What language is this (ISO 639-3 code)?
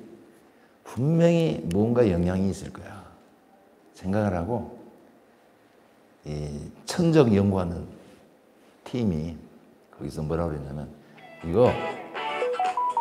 kor